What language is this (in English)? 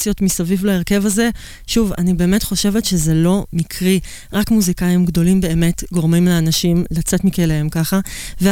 Hebrew